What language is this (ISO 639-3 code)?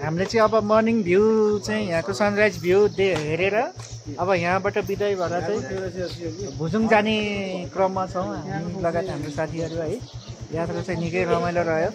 nep